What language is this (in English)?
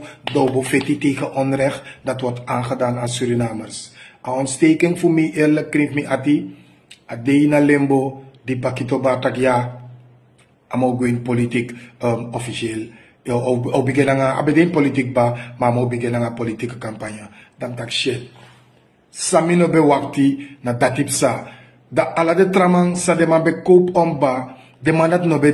Sranan Tongo